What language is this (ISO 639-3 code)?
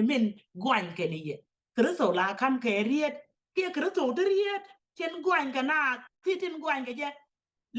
nus